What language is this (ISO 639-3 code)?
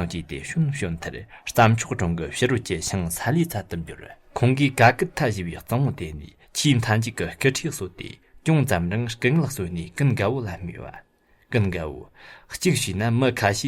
bod